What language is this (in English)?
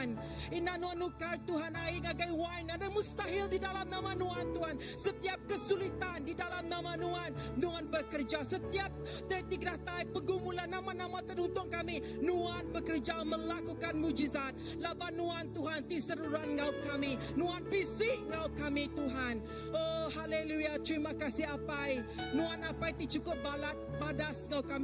Iban